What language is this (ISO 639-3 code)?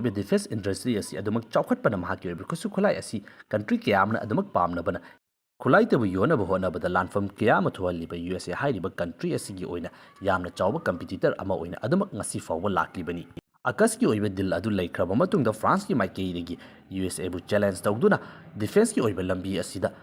mni